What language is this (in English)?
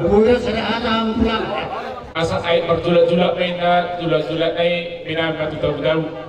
Batak Toba